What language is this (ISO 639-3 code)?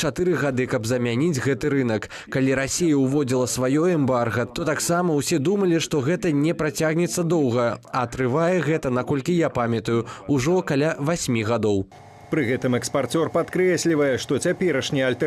bel